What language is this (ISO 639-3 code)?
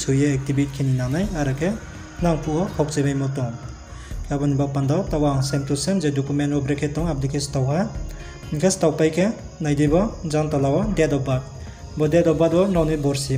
ria